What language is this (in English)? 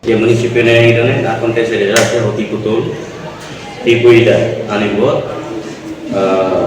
Tetum